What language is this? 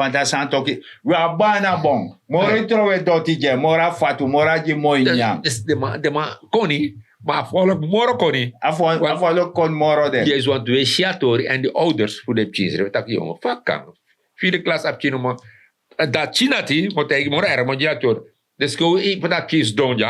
Sranan Tongo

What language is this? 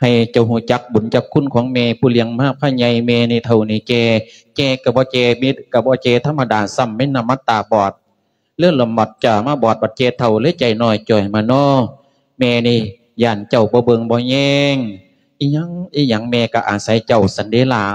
Lao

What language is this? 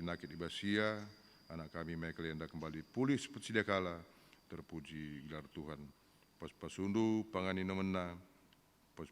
Batak Karo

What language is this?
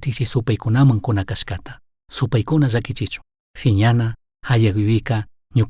Chimborazo Highland Quichua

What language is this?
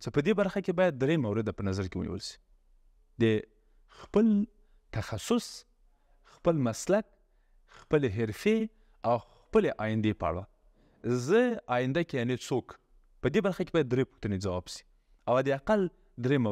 Pashto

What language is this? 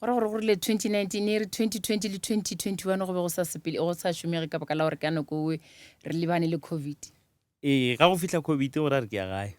Northern Sotho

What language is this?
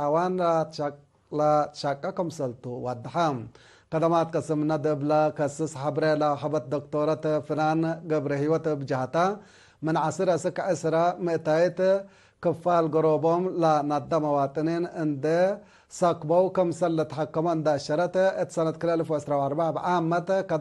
Tigre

